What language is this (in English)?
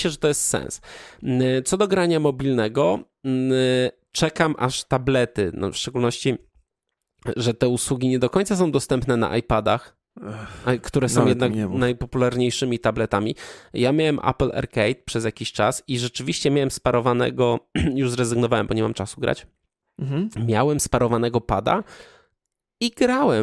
Polish